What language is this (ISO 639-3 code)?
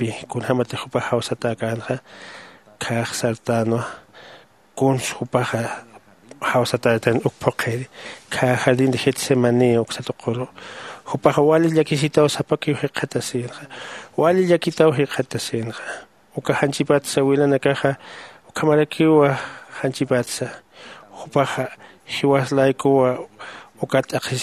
aym